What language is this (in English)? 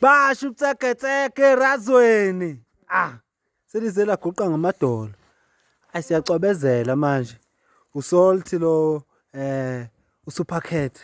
Zulu